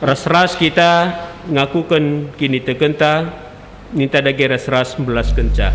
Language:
Batak Karo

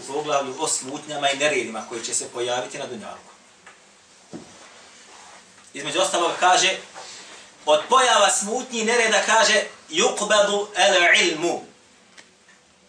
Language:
Bosnian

